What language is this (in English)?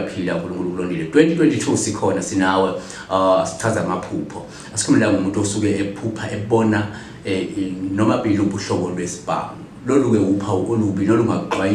Zulu